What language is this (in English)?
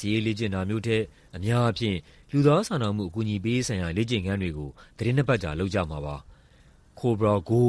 Burmese